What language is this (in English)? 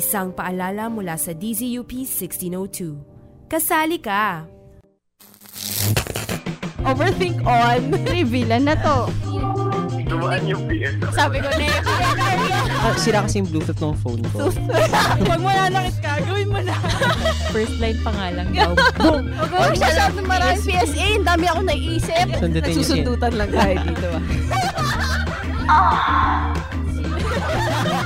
Filipino